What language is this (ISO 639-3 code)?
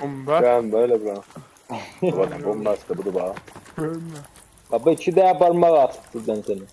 azb